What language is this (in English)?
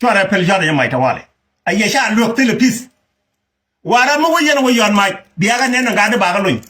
Nuer